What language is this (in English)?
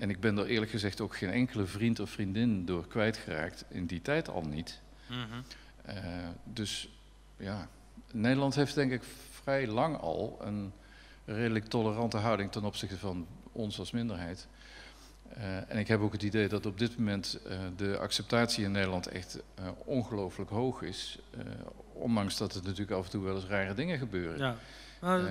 Dutch